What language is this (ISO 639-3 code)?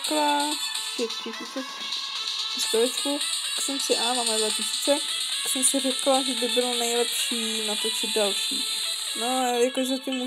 ces